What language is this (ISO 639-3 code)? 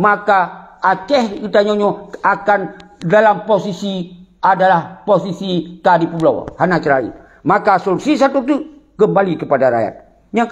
ace